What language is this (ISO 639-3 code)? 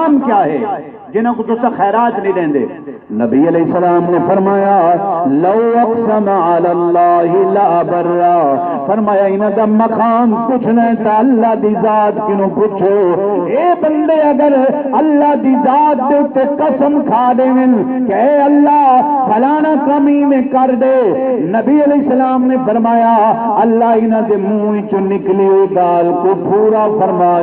skr